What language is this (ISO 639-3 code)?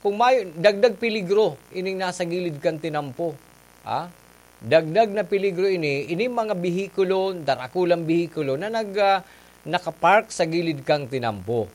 bik